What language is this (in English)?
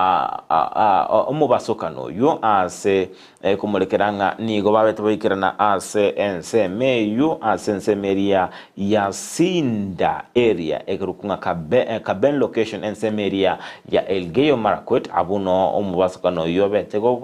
Gusii